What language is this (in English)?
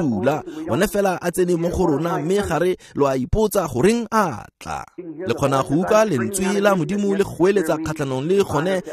Tswana